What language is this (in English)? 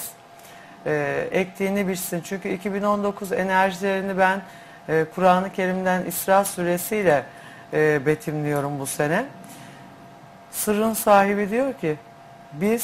Turkish